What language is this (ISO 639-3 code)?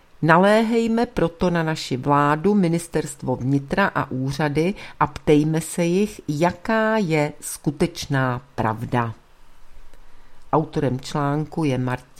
ces